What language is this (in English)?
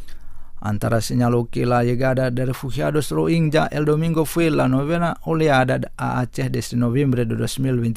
Spanish